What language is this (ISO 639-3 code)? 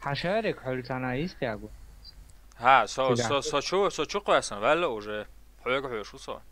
che